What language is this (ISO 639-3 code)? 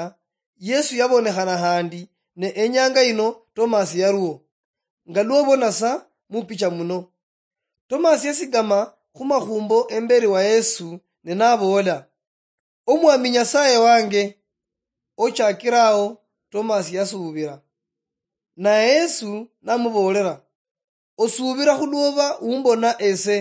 luy